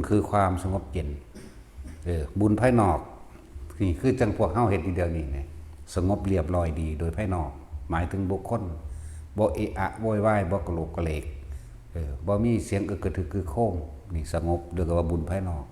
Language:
Lao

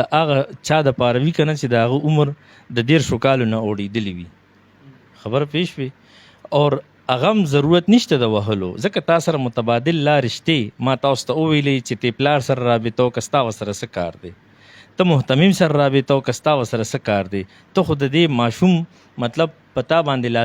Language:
Pashto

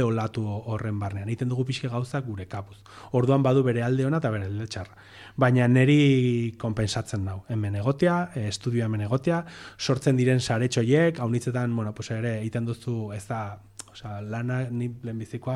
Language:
Basque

